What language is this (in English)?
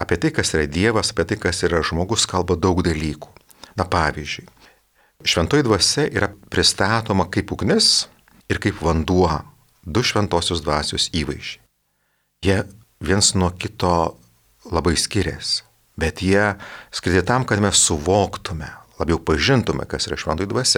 Lithuanian